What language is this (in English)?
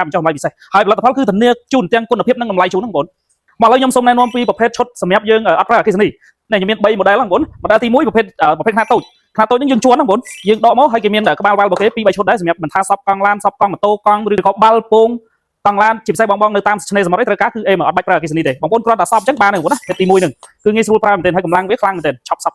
Khmer